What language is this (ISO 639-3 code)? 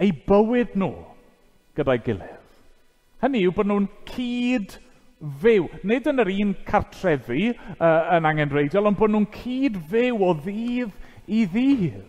cym